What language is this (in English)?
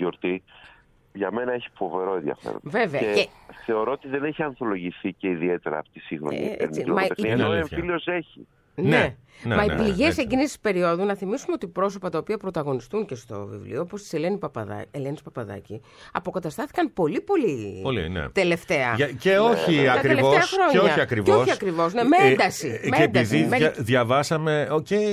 Greek